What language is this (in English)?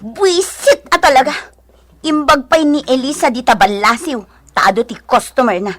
Iloko